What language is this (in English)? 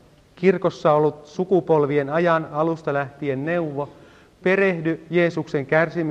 Finnish